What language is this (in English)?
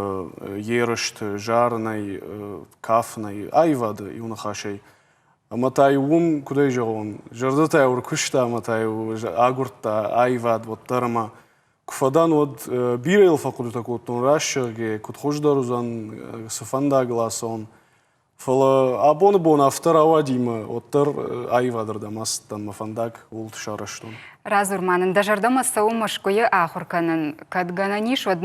Ossetic